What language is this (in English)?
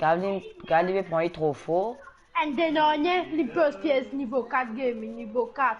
Morisyen